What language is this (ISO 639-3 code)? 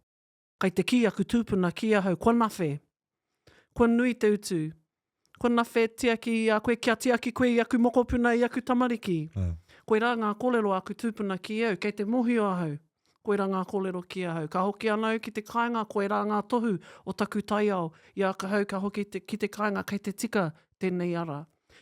mri